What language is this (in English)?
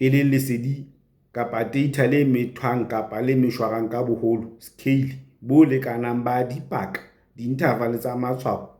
Southern Sotho